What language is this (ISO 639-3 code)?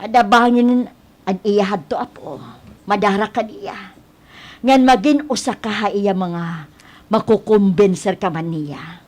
war